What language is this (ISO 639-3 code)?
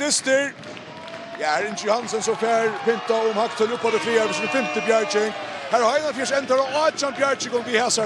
fao